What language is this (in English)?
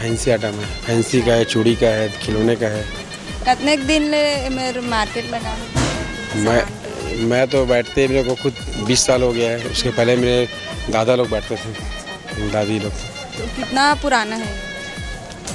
Chhattisgarhi